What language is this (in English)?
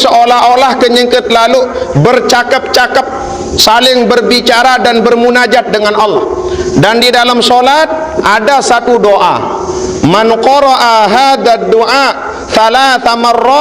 Sasak